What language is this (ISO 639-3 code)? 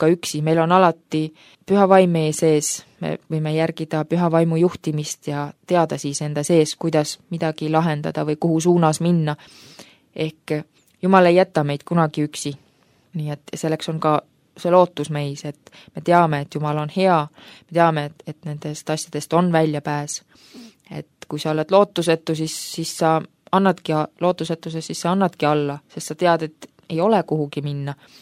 est